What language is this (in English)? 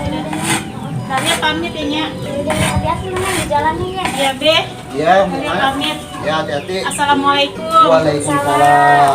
Betawi